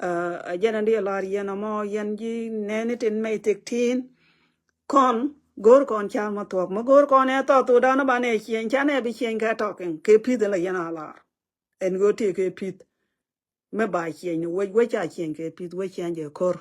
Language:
Nuer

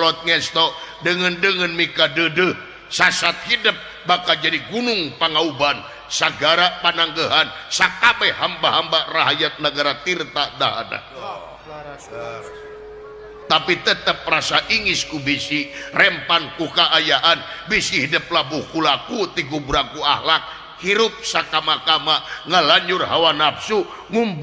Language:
Sundanese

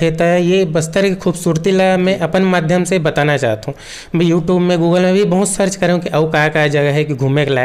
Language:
Chhattisgarhi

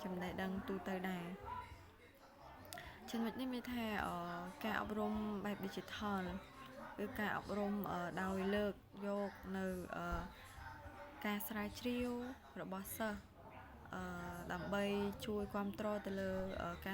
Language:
Khmer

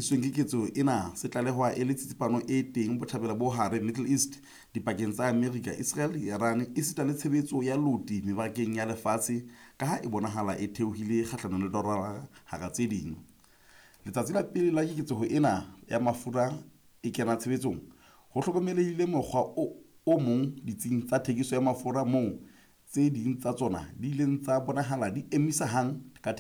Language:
Southern Sotho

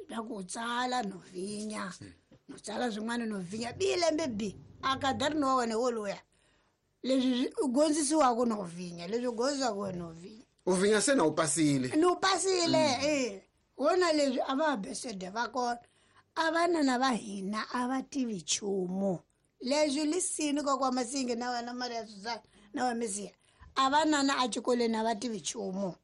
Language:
Tsonga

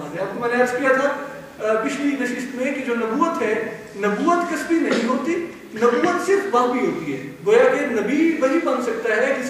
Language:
Urdu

